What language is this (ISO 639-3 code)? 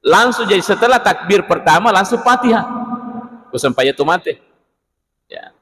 bug